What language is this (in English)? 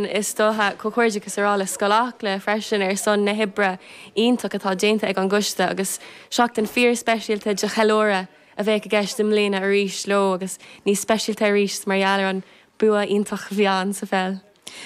Irish